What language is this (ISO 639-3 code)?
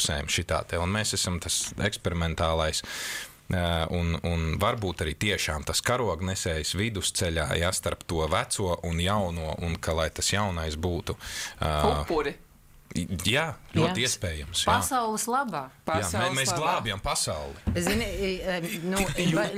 lav